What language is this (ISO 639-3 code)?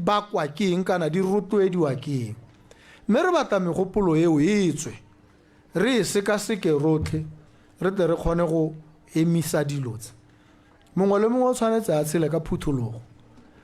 tsn